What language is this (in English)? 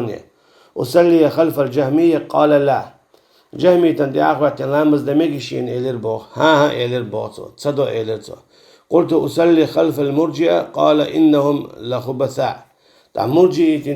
Chechen